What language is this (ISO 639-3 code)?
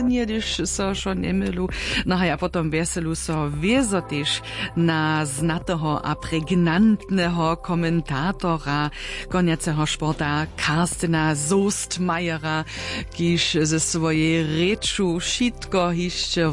hsb